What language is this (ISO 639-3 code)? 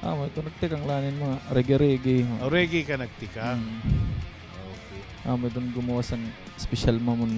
war